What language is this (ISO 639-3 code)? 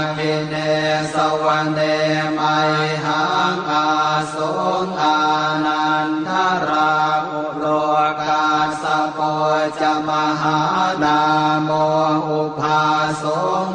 pli